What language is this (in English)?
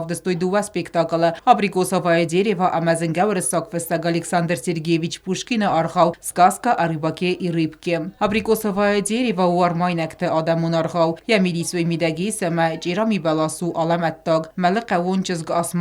Ossetic